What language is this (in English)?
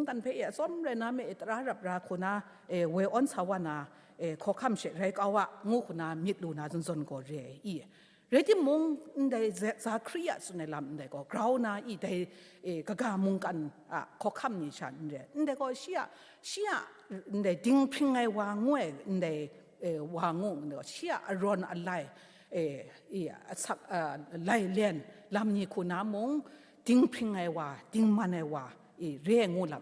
Kachin